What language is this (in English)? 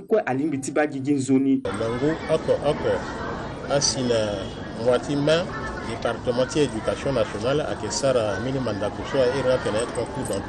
Sango